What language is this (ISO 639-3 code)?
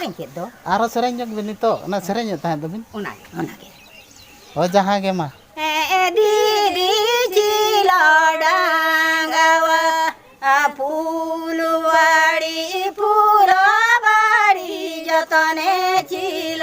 sat